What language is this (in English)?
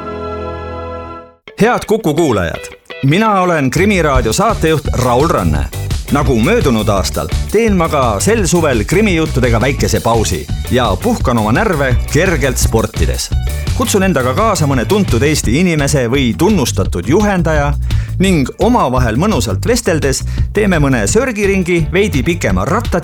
Estonian